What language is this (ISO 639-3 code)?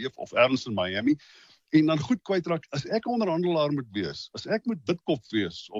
afr